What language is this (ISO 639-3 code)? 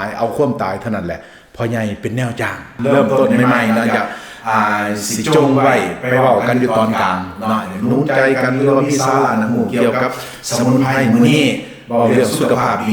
lao